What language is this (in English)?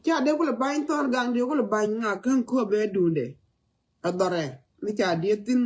Nuer